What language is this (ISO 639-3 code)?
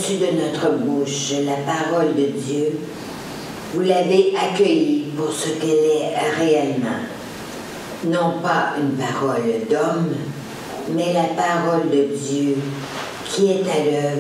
fra